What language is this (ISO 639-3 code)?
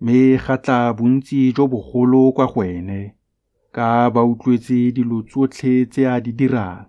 tsn